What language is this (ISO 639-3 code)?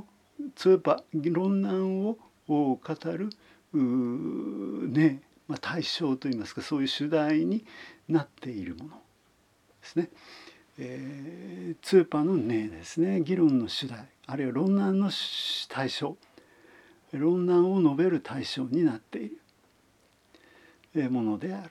jpn